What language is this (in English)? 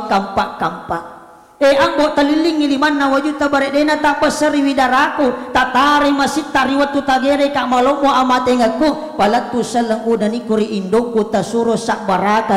Buginese